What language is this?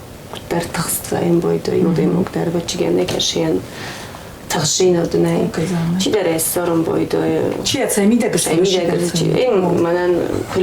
Ossetic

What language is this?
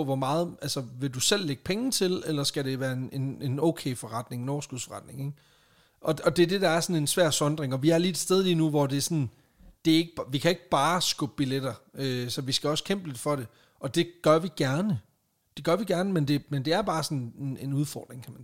Danish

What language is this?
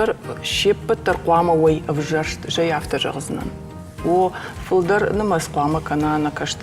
Ossetic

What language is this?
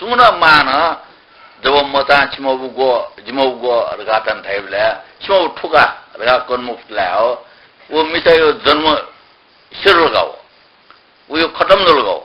Newari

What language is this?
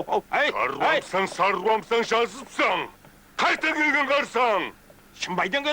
Kara-Kalpak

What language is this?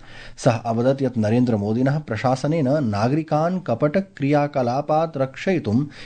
Sanskrit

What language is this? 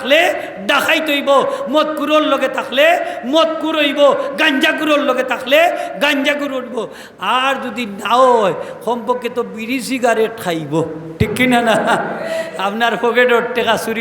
Sylheti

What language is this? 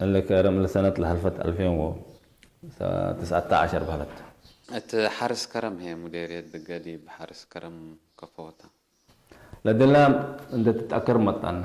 Tigre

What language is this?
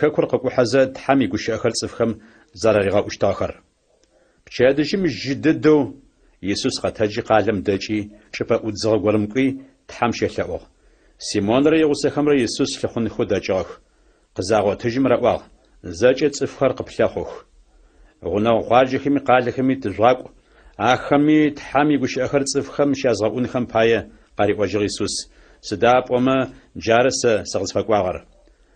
Adyghe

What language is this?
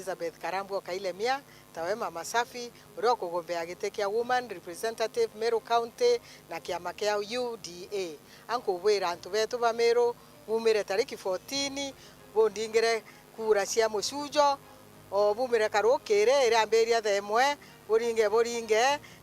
Meru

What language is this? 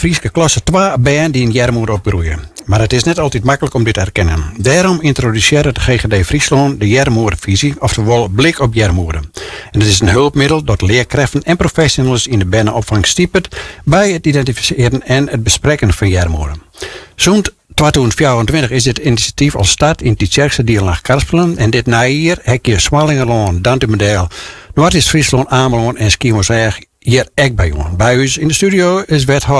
Western Frisian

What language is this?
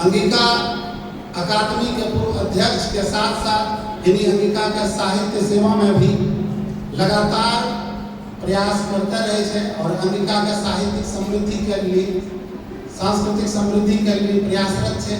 Angika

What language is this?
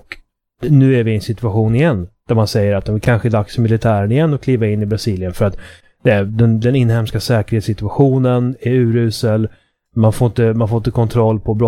Swedish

